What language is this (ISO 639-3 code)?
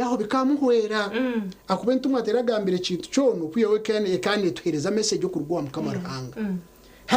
nyn